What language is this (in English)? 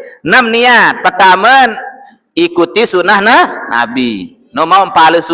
Sasak